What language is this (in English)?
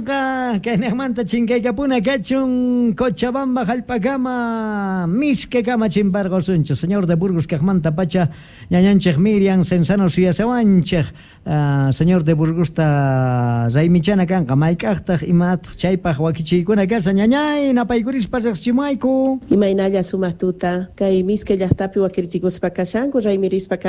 South Bolivian Quechua